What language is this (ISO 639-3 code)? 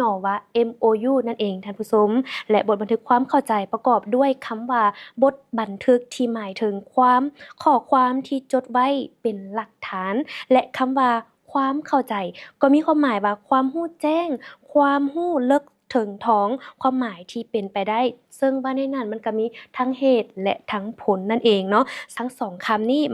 lao